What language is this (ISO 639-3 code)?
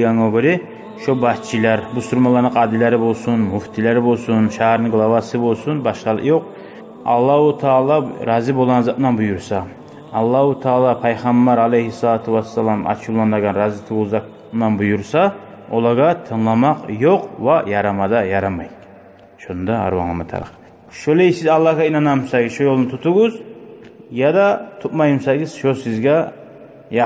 kum